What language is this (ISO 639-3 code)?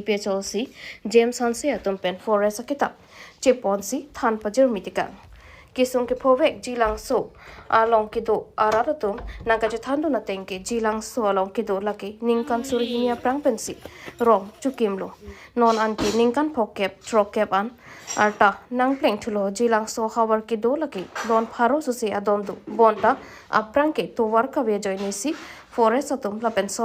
mjw